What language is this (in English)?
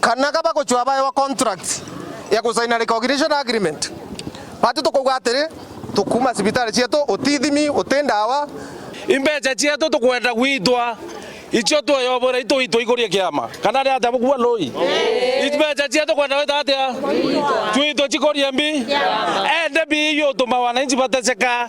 Meru